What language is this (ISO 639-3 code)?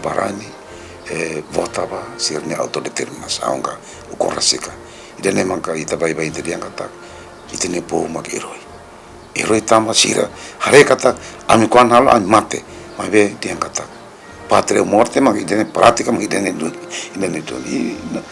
tet